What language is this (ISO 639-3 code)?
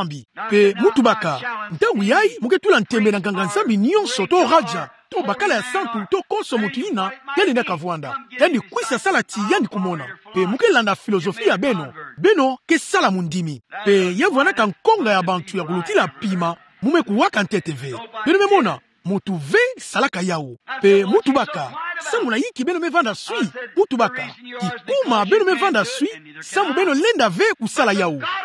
ktu